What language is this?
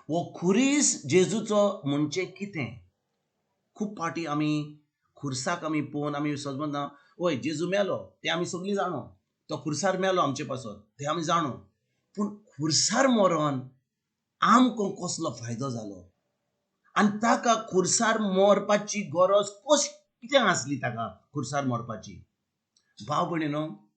Konkani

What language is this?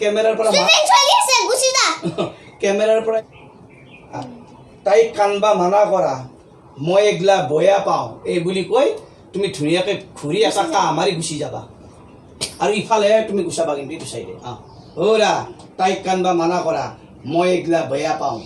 Assamese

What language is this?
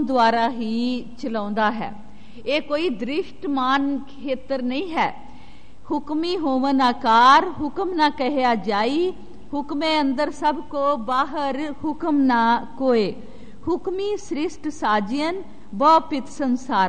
Punjabi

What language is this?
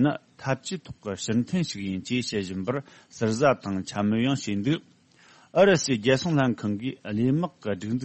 Tibetan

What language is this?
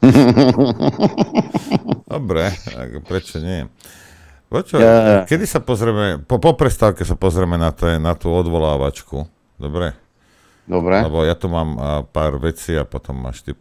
Slovak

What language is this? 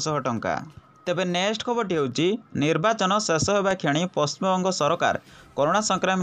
Odia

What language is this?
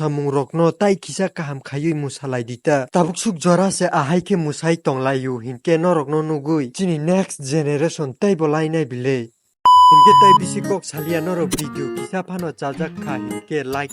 Kok Borok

